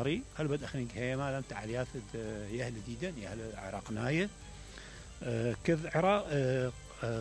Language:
Mesopotamian Arabic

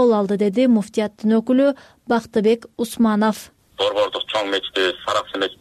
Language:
Kyrgyz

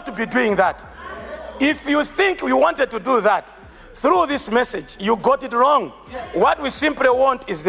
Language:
Nyanja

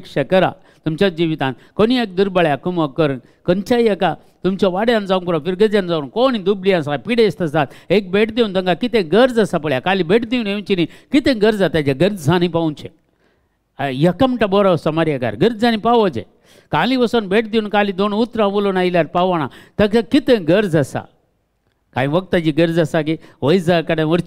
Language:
Konkani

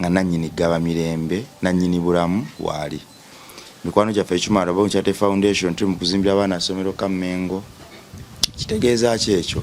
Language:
Ganda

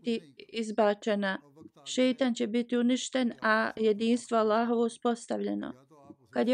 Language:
Bosnian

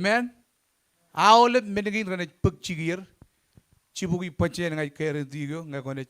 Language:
Marshallese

